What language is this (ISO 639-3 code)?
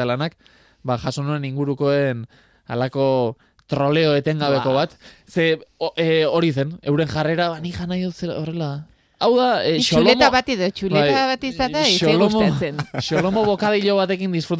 eus